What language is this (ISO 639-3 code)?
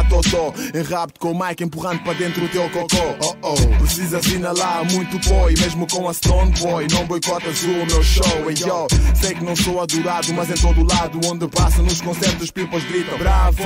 por